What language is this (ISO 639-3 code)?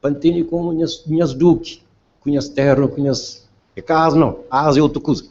kea